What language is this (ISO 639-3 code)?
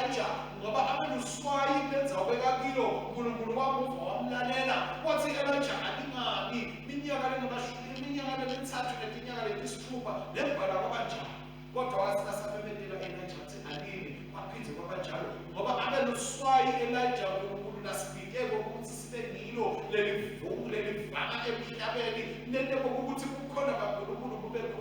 ssw